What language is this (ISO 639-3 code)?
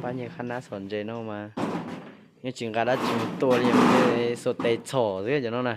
hmn